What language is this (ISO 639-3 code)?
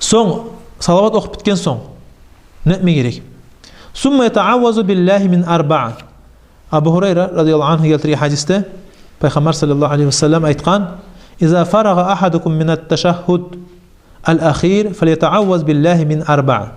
kum